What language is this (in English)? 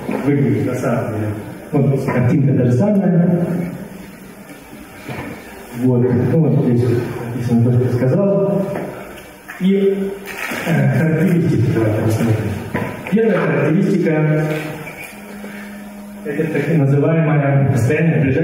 Russian